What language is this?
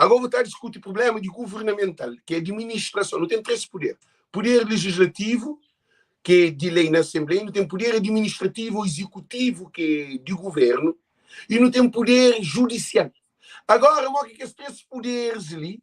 Kabuverdianu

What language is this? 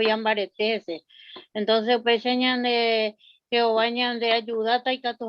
Guarani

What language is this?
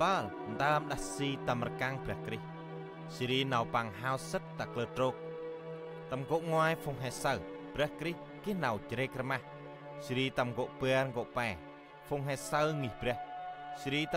Central Mnong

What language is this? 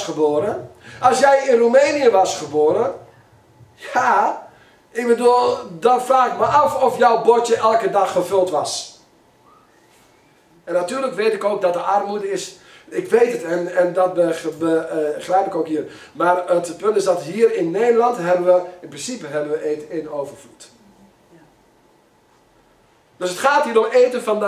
Dutch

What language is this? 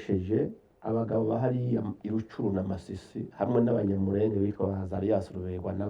Rundi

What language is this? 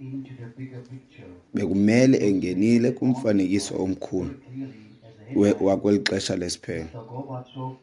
Xhosa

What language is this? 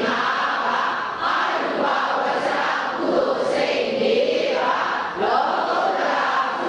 Burmese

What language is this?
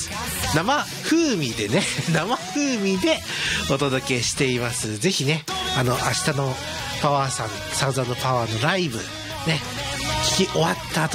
Japanese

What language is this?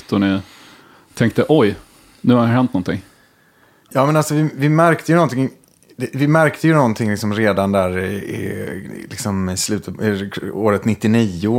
Swedish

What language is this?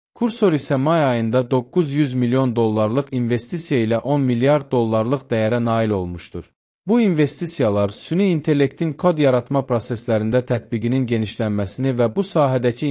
Azerbaijani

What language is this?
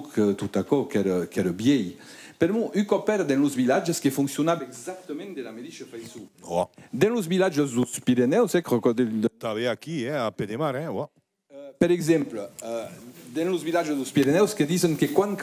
Occitan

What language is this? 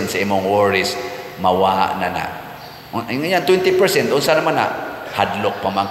Cebuano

